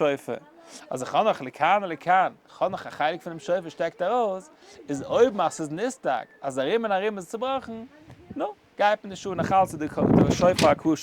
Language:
Yiddish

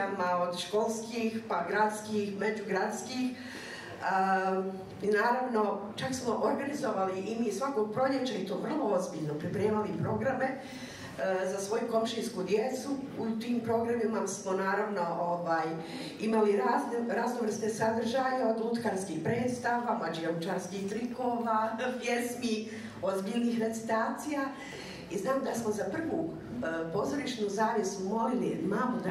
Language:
Bosnian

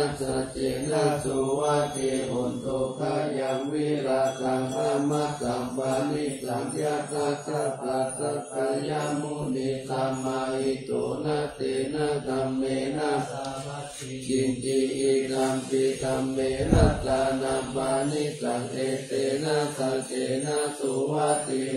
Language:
Pali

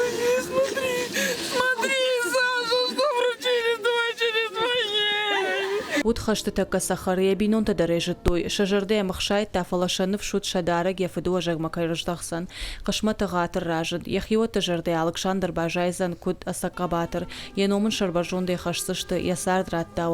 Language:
Ossetic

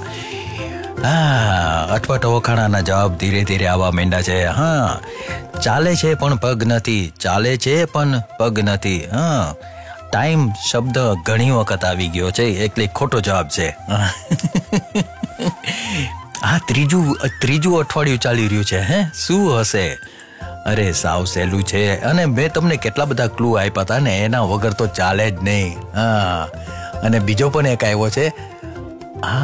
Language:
Gujarati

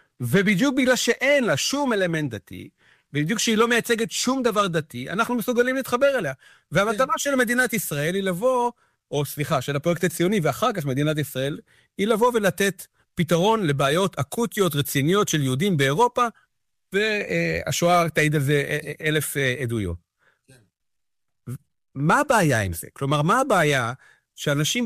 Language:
Hebrew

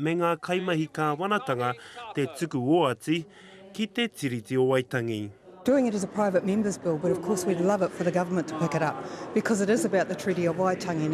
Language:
Māori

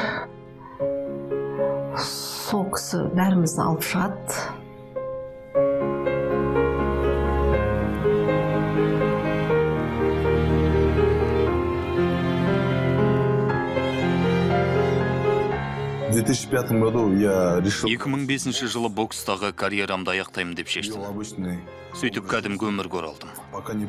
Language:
Kazakh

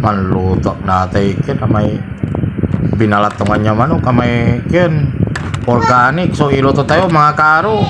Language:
Pangasinan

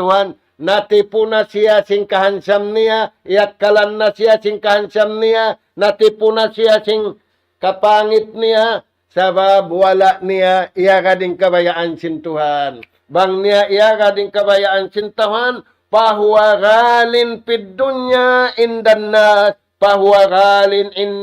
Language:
Tausug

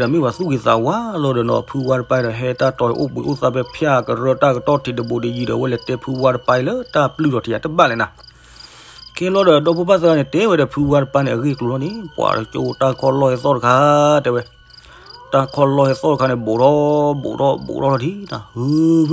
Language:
S'gaw Karen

